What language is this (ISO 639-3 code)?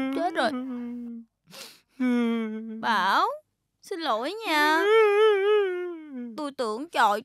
vie